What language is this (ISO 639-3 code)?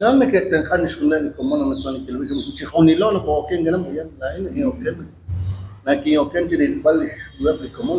kek